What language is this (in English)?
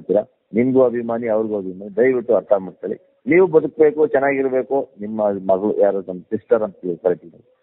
Kannada